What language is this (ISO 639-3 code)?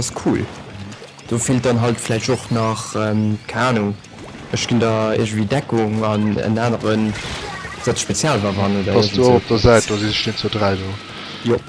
ltz